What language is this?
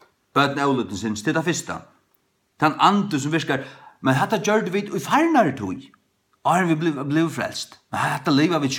Faroese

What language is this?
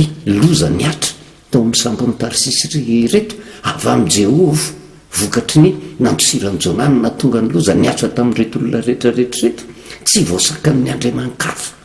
Malagasy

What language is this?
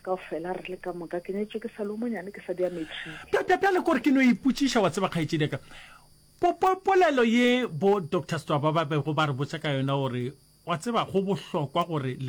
Northern Sotho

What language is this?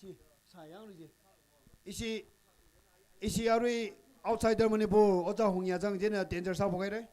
Tangkhul Naga (India)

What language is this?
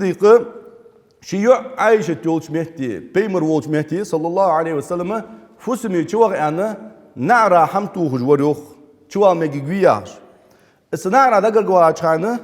Ingush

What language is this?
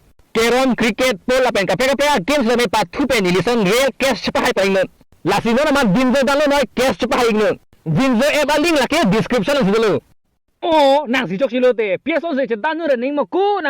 Karbi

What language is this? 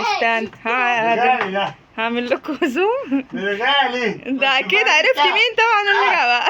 Egyptian Arabic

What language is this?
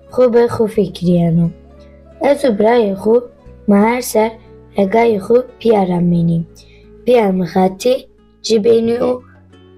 Zaza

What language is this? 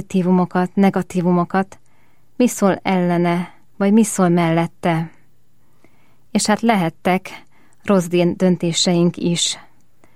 Hungarian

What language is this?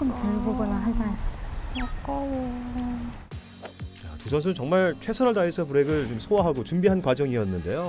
Korean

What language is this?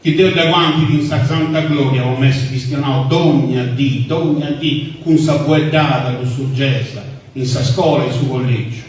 Sardinian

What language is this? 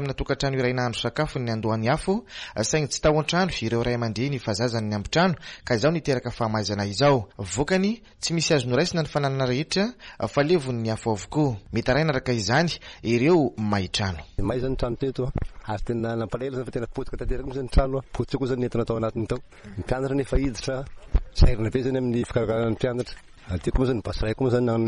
Malagasy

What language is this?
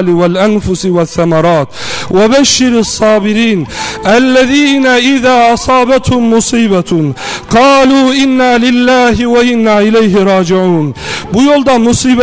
Turkish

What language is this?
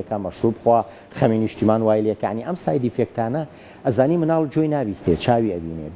Central Kurdish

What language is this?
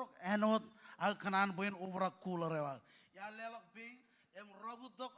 Marshallese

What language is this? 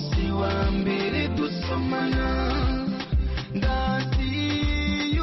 Kinyarwanda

